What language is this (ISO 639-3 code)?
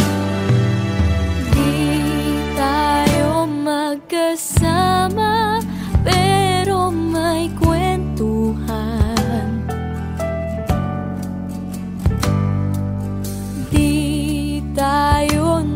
fil